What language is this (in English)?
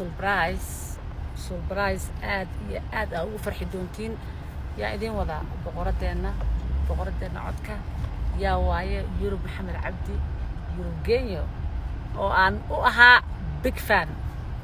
Somali